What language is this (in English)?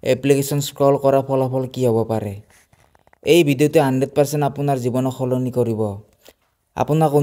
Assamese